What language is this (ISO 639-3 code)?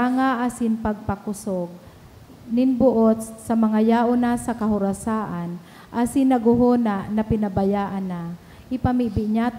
bik